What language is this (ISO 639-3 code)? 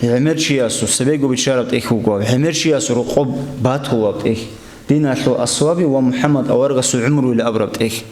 ava